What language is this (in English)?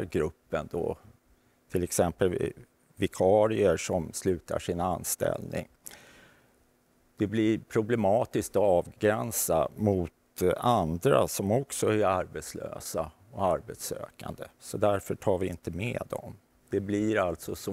Swedish